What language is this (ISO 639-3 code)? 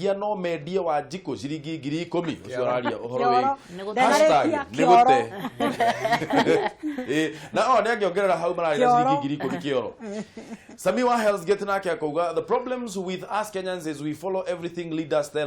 kik